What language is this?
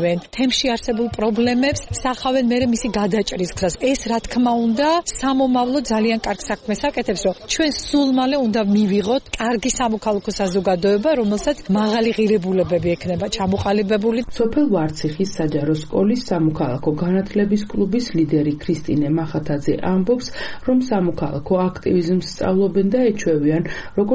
Georgian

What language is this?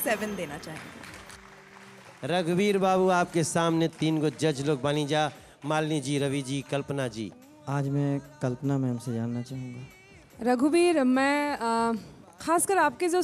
Bhojpuri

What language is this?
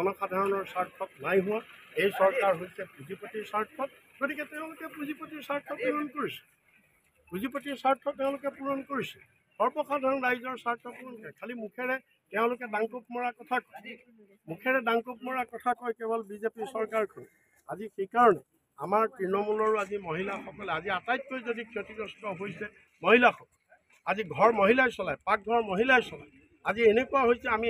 Assamese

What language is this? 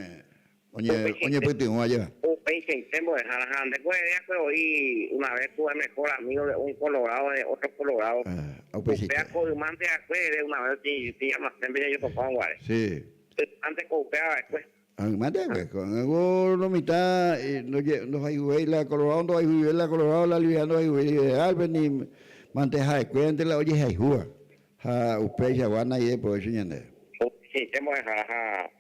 Guarani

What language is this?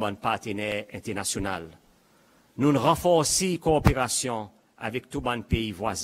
Seselwa Creole French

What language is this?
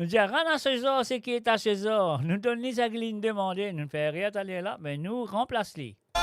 Morisyen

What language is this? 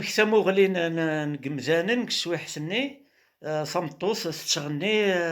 Kabyle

